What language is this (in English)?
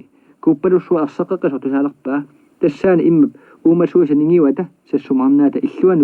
Kalaallisut